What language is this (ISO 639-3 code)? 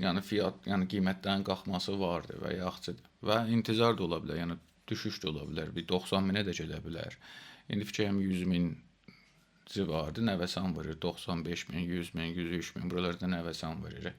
azb